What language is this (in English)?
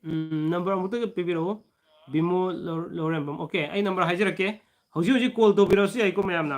Manipuri